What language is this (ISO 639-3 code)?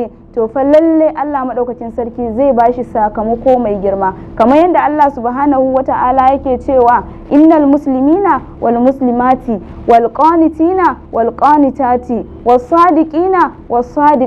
hau